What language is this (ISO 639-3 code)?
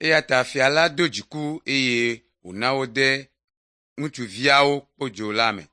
ewe